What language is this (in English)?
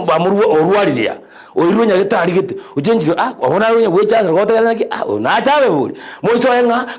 Gusii